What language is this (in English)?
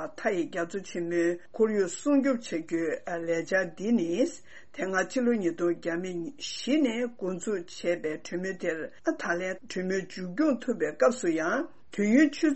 Tibetan